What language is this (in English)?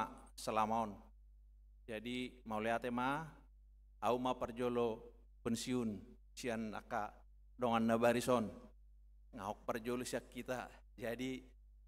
Batak Toba